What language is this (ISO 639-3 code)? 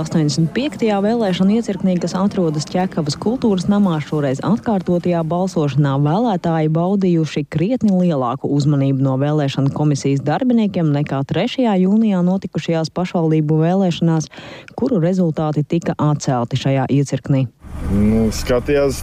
lav